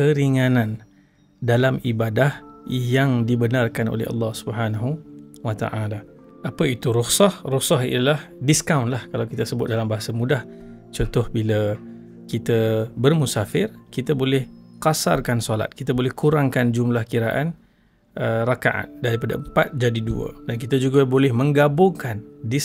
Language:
Malay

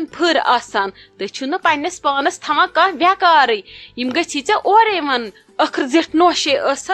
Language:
Kashmiri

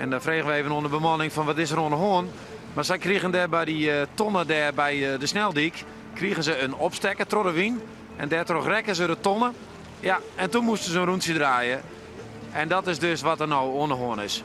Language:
Western Frisian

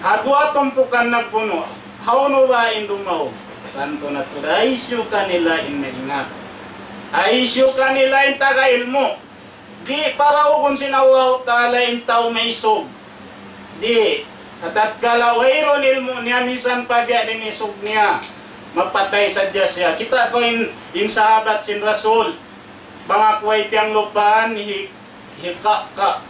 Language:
Tausug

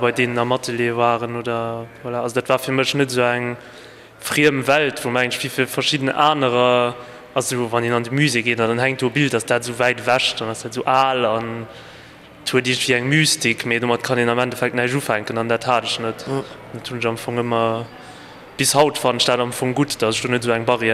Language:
Luxembourgish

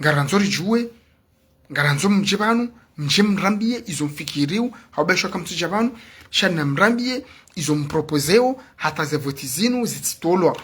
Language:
Ngazidja Comorian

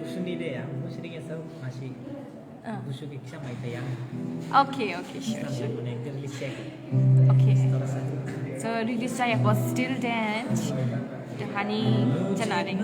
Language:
Dimasa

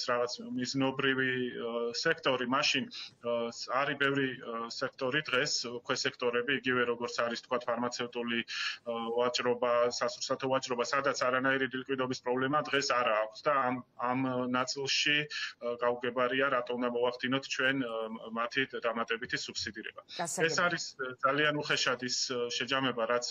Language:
Georgian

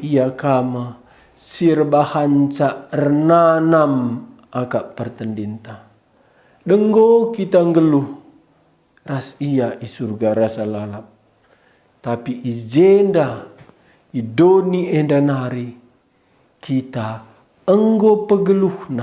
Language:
Batak Karo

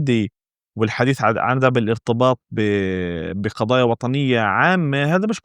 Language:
North Levantine Arabic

